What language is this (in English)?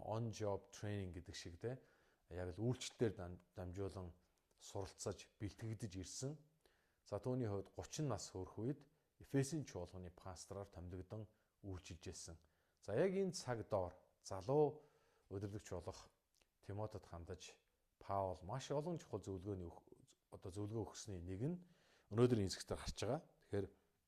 Mongolian